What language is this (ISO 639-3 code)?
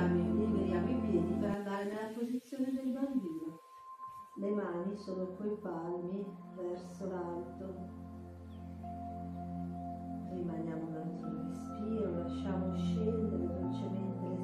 ita